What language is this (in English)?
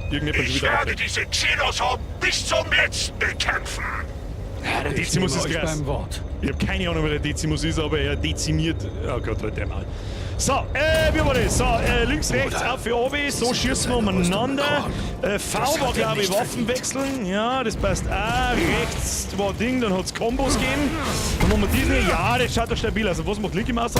Bavarian